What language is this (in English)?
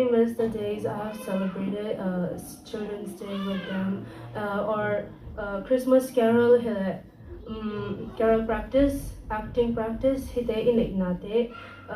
Tedim Chin